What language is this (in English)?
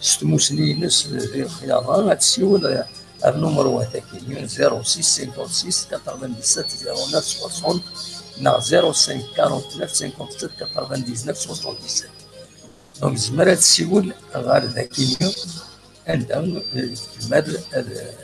Kabyle